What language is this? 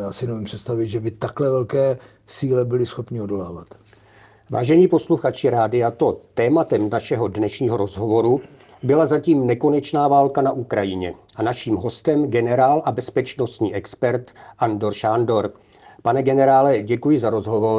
Czech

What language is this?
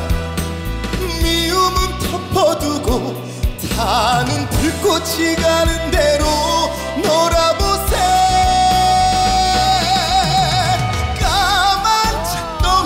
Korean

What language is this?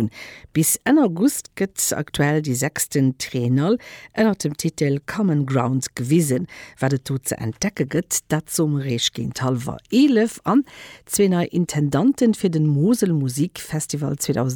Luxembourgish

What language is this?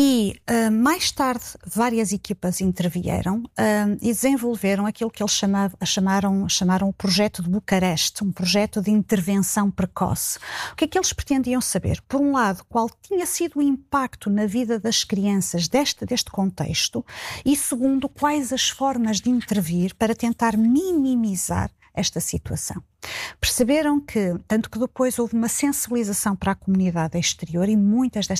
Portuguese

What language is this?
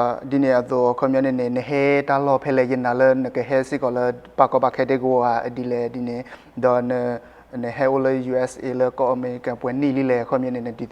S'gaw Karen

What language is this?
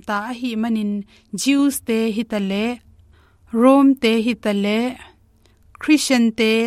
Tedim Chin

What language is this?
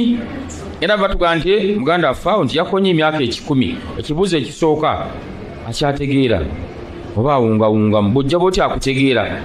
Ganda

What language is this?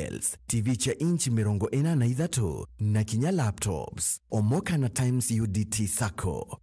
Meru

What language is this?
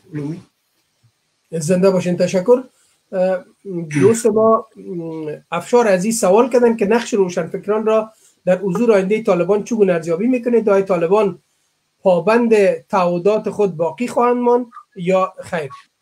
Persian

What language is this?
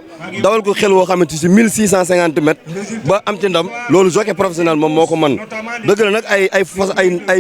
Wolof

